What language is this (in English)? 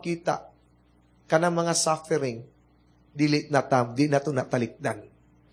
Cebuano